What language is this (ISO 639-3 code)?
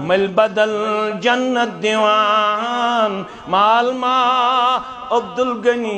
kas